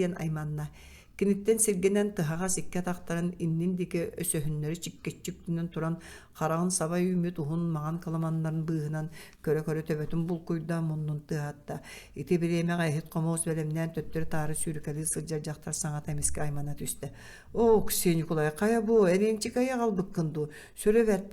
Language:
Yakut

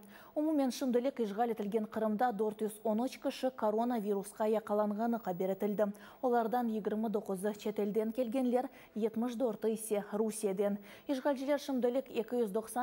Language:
Crimean Tatar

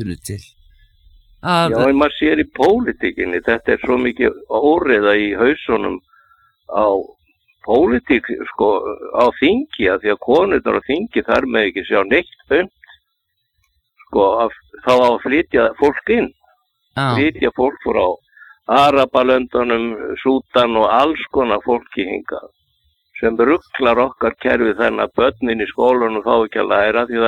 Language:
Icelandic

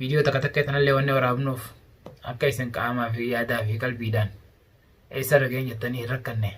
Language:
Oromo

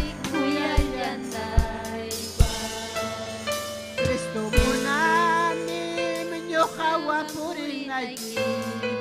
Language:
Ayacucho Quechua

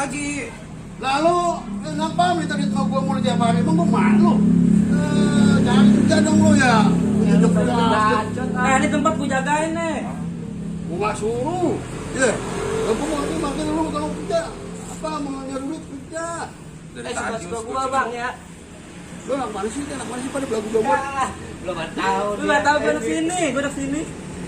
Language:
Betawi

